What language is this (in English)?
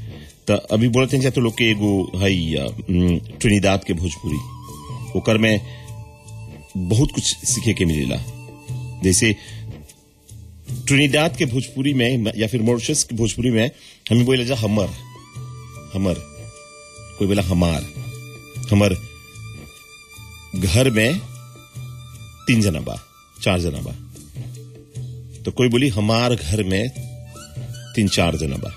Bhojpuri